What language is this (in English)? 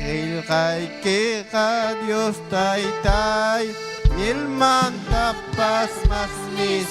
Ayacucho Quechua